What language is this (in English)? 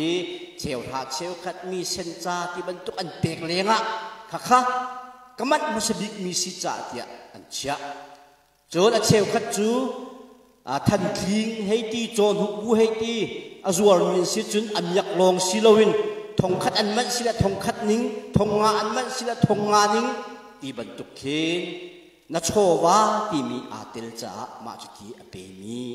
Hakha Chin